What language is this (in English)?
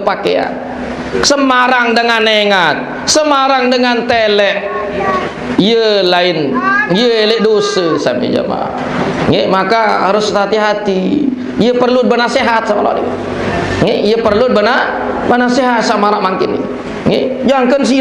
Sasak